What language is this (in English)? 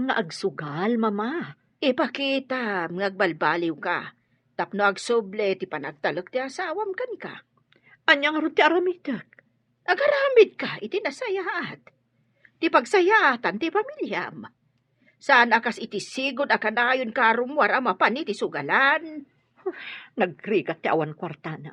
Iloko